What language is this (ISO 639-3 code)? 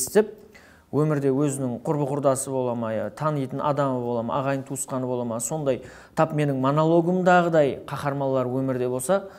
kaa